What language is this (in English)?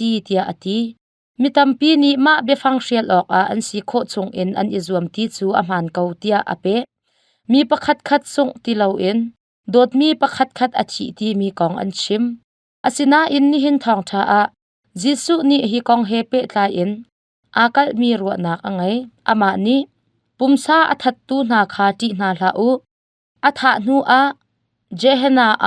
Hakha Chin